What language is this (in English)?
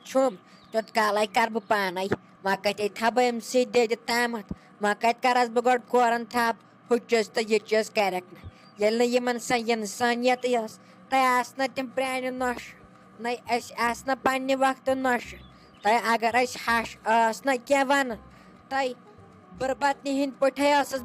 Kashmiri